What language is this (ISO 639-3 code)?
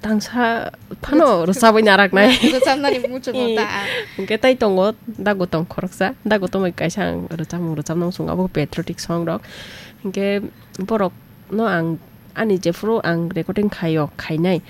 trp